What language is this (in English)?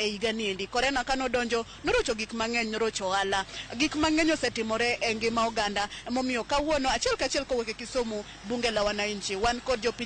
Luo (Kenya and Tanzania)